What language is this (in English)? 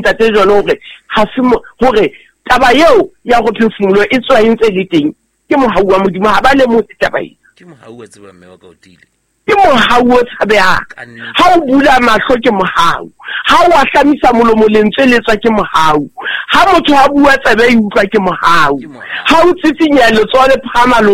Southern Sotho